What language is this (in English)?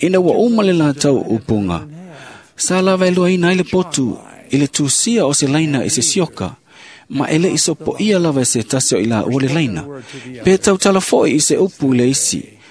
Samoan